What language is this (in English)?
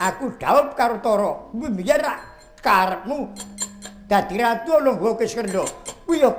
Javanese